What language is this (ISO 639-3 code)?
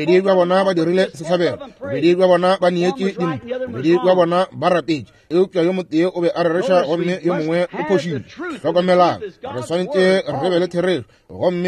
nso